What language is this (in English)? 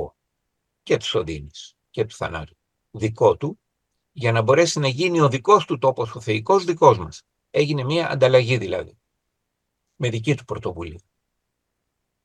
Greek